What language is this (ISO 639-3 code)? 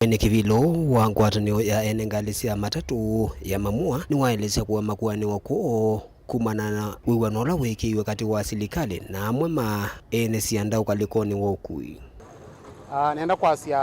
kam